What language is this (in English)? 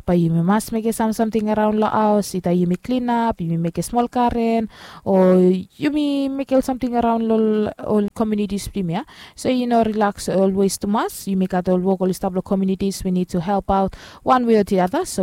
Bislama